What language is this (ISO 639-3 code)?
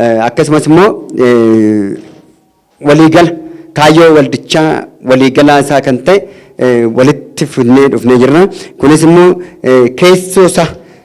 orm